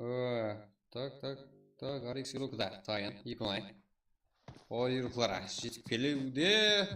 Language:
Kara-Kalpak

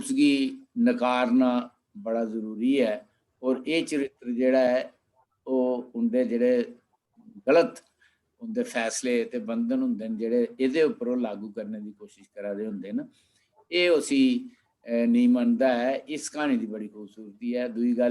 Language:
Dogri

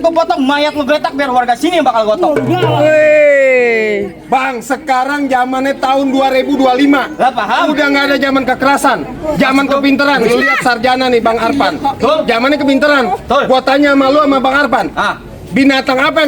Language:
Betawi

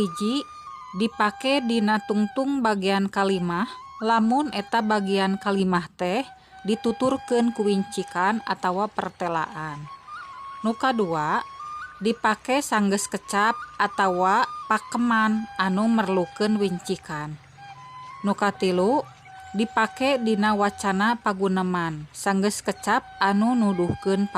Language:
Sundanese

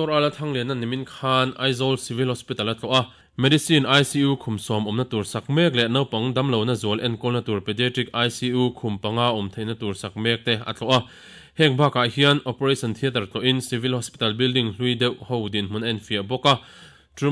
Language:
Mizo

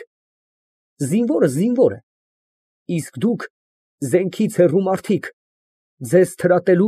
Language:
Armenian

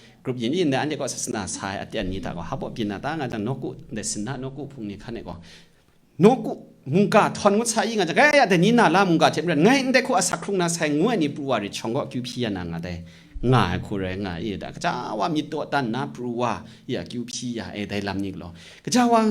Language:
Kachin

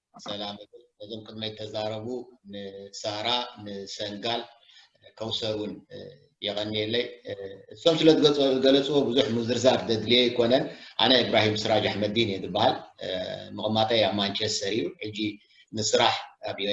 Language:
Tigrinya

